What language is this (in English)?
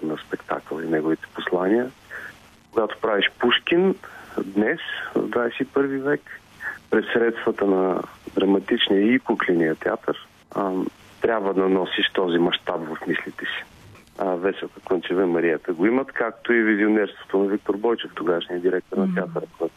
Bulgarian